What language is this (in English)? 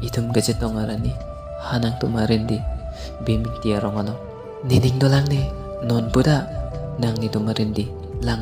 Karbi